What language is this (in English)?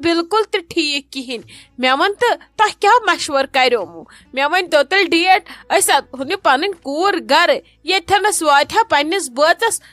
Kashmiri